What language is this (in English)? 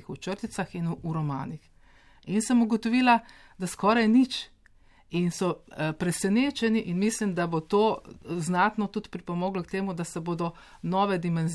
Slovenian